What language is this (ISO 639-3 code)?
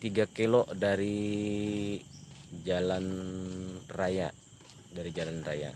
bjn